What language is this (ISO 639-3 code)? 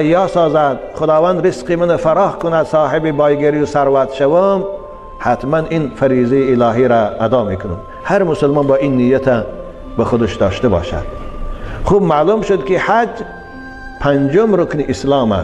tgk